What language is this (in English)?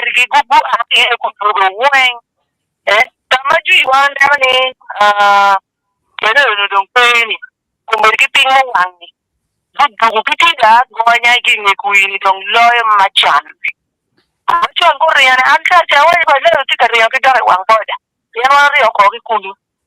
Acoli